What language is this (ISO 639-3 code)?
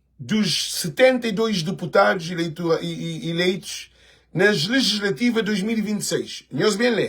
kea